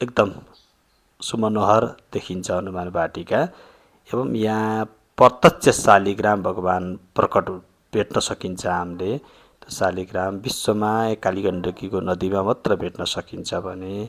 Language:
Nepali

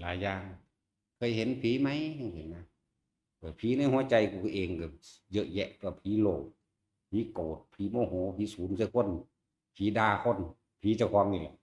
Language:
Northeastern Thai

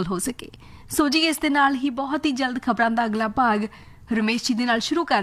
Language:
Punjabi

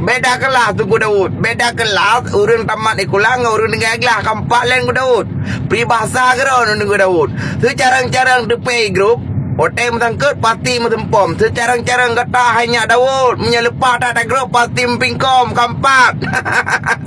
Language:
Achinese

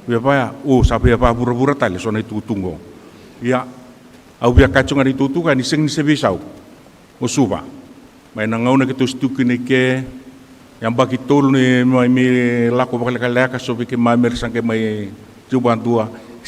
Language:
Fijian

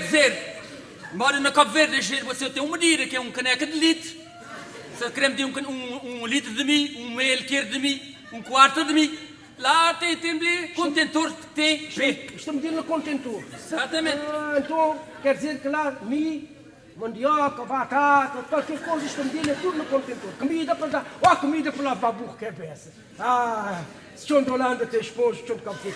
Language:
Kabuverdianu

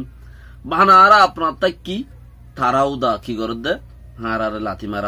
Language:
Rohingya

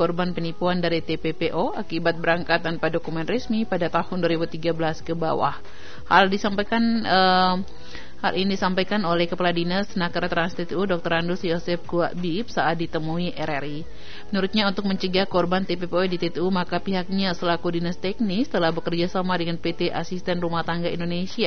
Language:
Indonesian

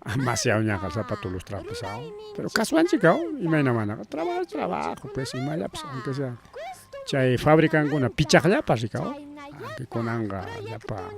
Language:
Ayacucho Quechua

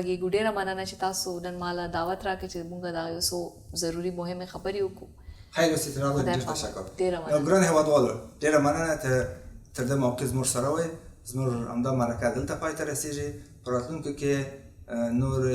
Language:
Pashto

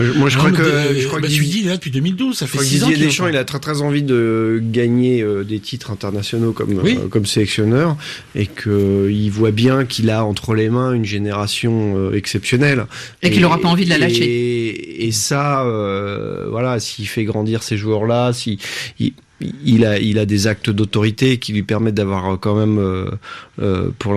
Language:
French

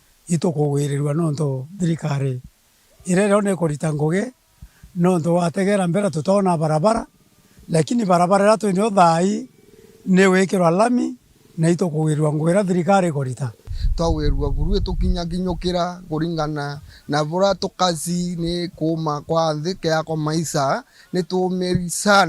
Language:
Meru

